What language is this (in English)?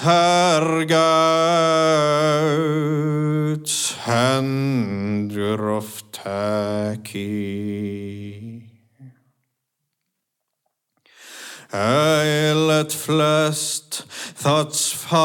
Icelandic